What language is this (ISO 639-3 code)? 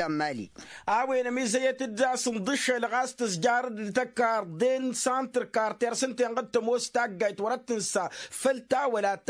taq